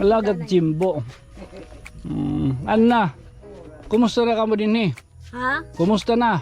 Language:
Waray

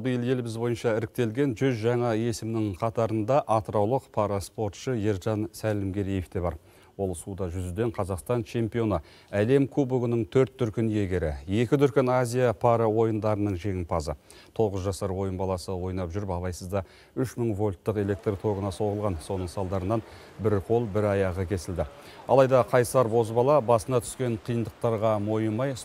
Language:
Kyrgyz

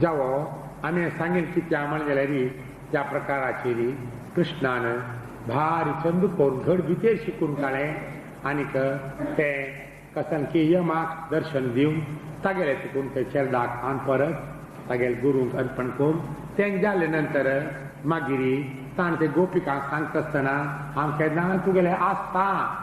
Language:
Konkani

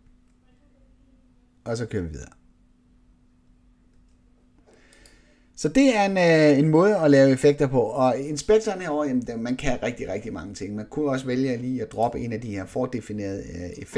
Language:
Danish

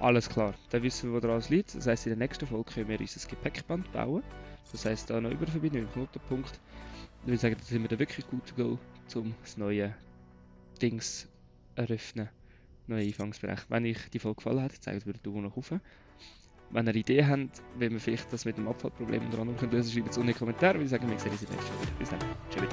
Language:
Swiss German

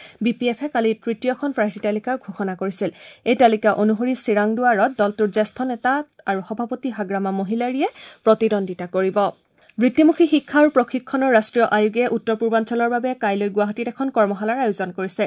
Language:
Assamese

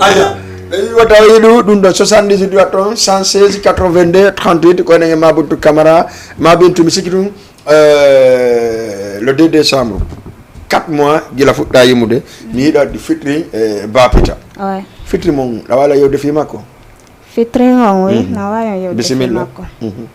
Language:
Fula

